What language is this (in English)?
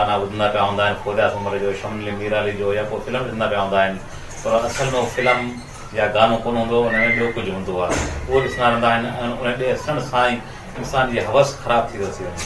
Sindhi